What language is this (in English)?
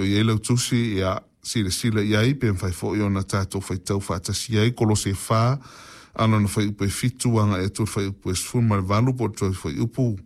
Samoan